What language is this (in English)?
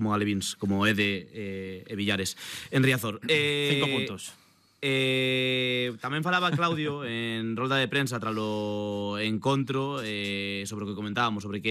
Galician